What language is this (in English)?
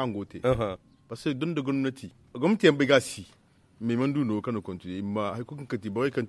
Zarma